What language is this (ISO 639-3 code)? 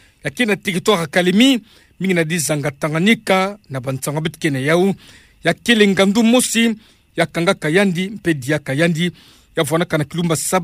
ktu